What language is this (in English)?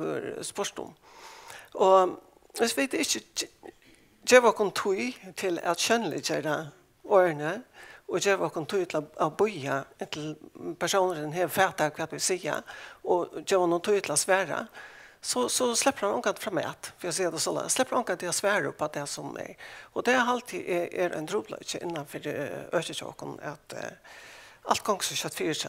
Faroese